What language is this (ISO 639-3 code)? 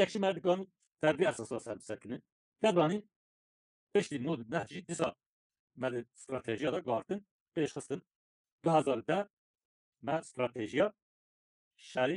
kur